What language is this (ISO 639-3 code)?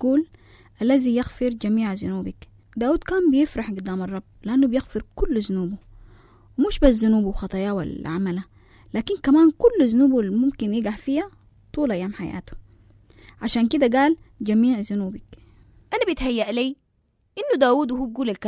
apd